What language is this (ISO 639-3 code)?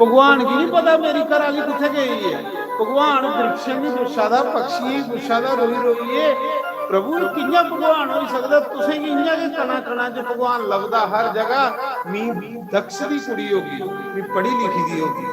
doi